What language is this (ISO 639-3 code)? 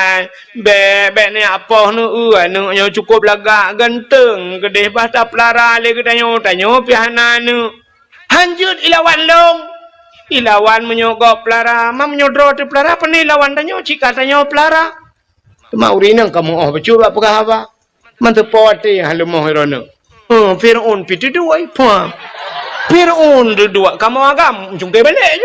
ace